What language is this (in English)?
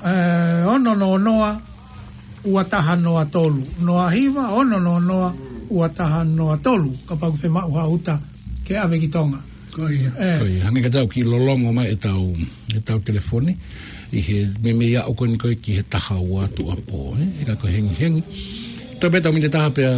Tongan